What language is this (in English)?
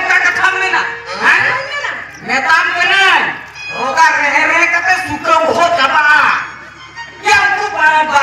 Santali